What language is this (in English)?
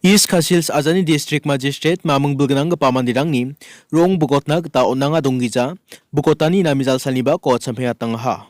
Garo